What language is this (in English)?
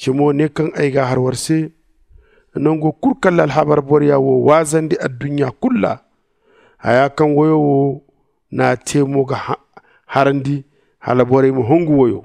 Zarma